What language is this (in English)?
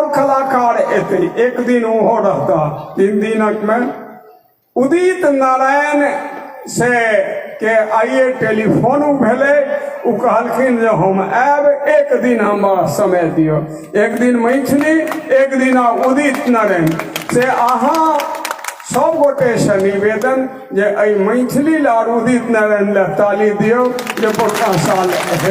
Maithili